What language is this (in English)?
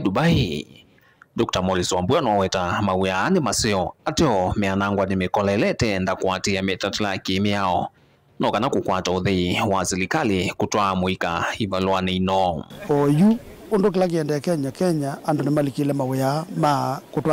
Kamba